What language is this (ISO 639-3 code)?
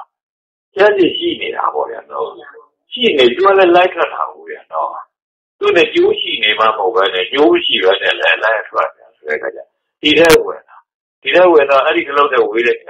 mya